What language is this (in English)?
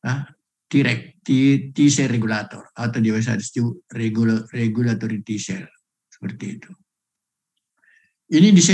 Indonesian